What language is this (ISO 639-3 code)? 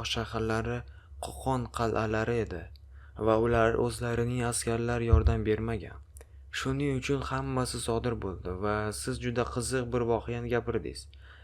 uzb